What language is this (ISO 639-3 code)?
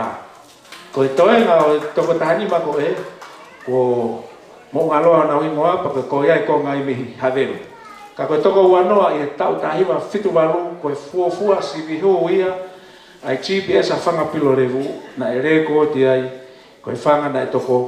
ton